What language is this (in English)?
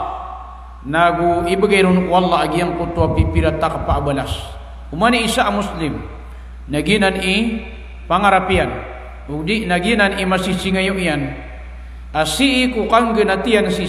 Maranao